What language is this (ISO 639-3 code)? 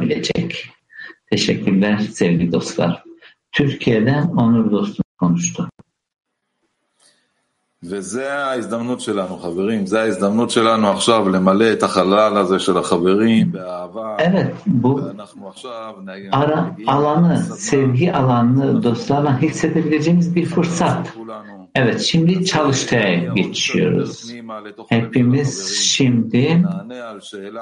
tur